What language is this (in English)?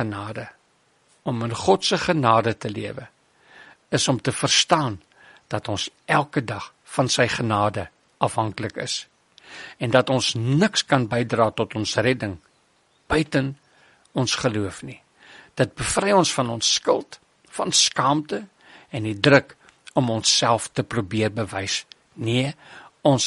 Afrikaans